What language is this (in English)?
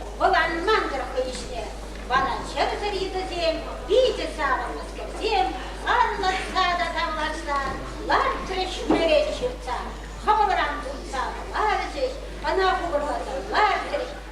Chuvash